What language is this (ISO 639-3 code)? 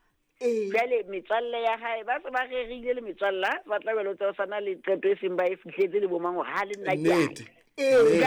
sot